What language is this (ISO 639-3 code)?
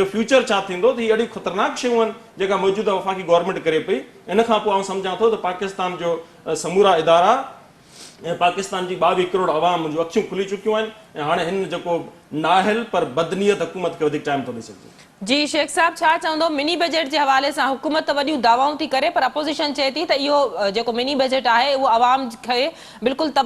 snd